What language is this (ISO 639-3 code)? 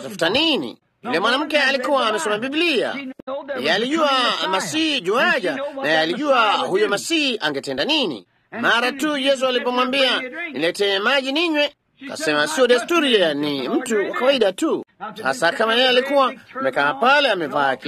swa